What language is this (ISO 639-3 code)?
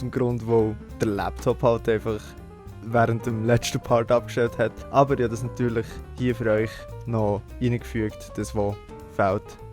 gsw